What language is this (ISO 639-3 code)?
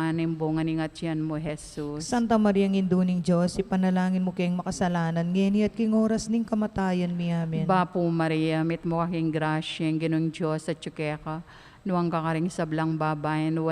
pam